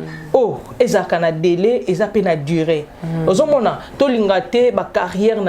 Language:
Lingala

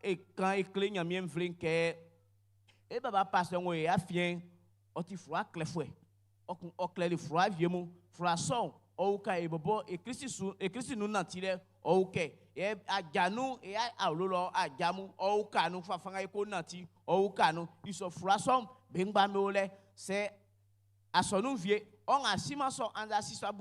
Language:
Baoulé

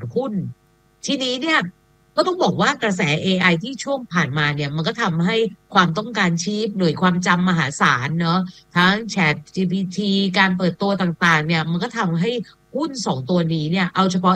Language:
Thai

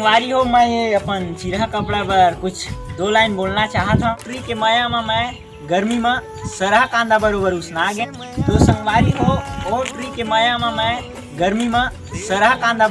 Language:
Chhattisgarhi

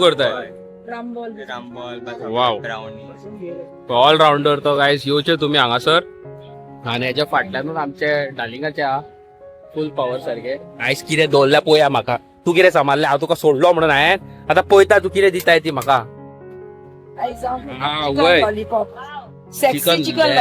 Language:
Konkani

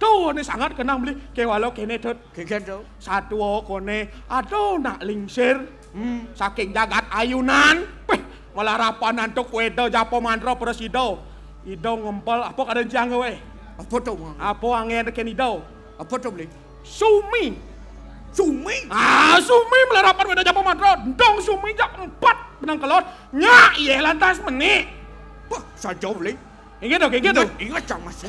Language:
Balinese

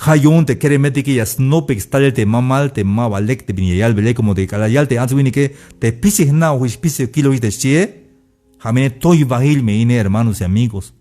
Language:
Tzeltal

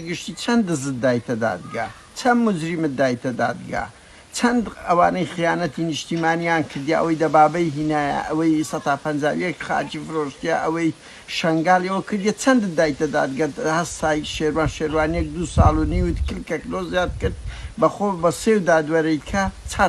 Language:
Central Kurdish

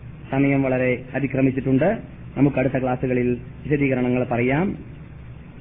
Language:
Malayalam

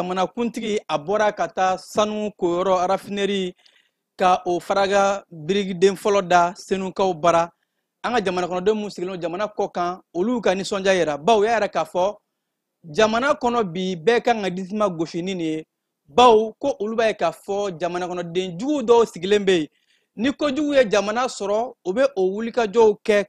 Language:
Bambara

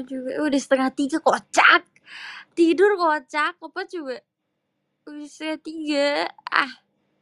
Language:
Indonesian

